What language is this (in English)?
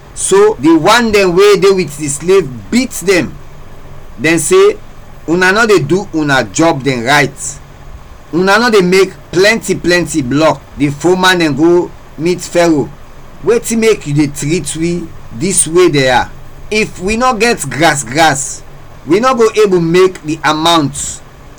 Krio